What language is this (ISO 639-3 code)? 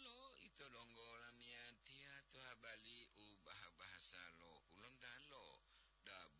gor